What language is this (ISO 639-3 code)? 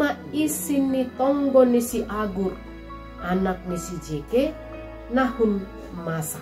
bts